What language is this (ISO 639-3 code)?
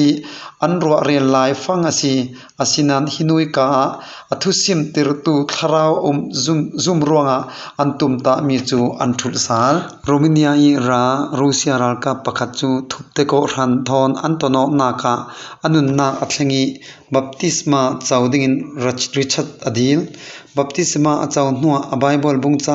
cfm